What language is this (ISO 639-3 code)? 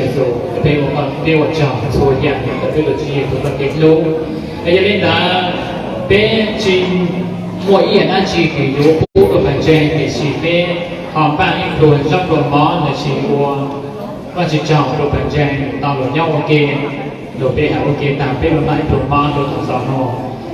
hmn